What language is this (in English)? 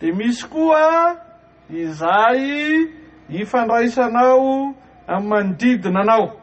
Malagasy